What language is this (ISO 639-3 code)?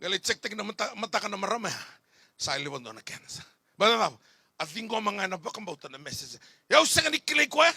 fij